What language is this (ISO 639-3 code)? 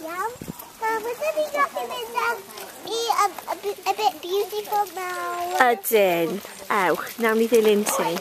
cym